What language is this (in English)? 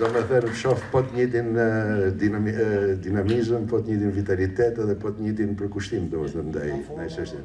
Albanian